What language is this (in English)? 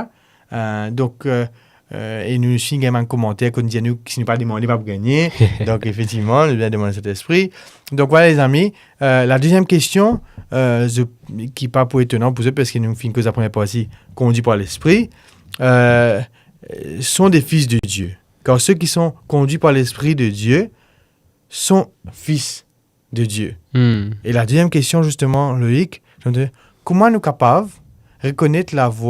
Morisyen